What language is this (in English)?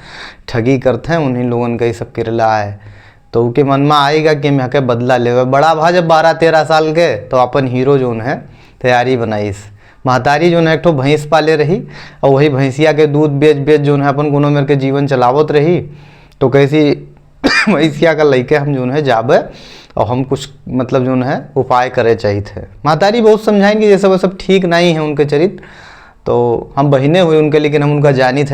Awadhi